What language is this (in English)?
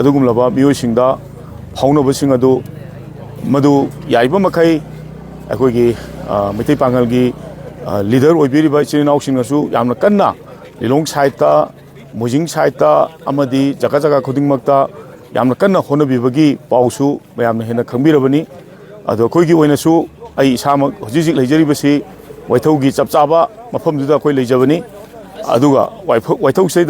Manipuri